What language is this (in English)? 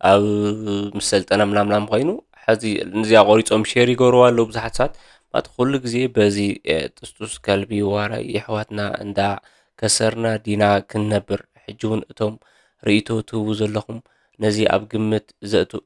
Tigrinya